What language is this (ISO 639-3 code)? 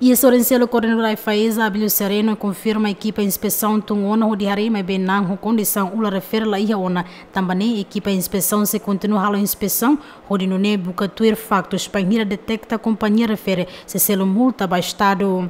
tet